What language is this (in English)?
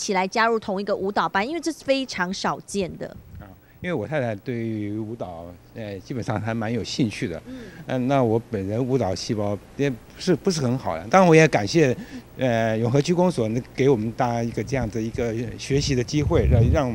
Chinese